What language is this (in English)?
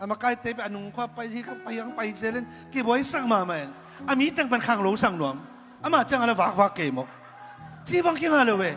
Tedim Chin